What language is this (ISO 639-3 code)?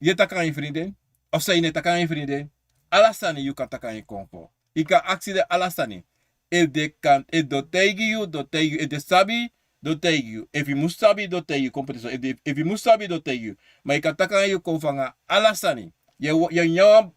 srn